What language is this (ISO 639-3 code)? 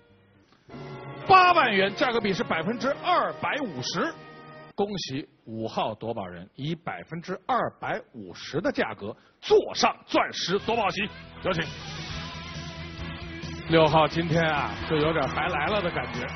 zho